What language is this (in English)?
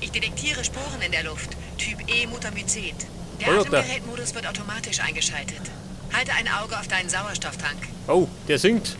Bavarian